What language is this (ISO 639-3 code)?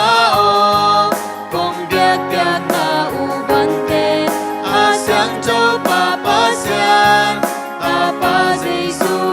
ctd